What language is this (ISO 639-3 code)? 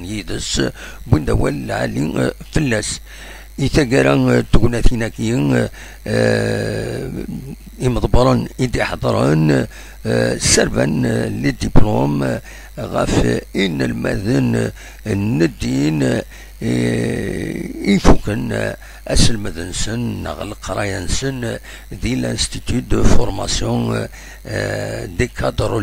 kab